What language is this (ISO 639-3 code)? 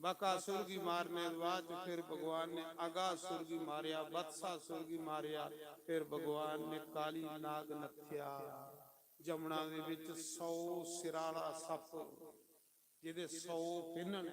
doi